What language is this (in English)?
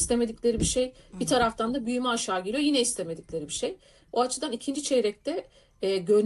Turkish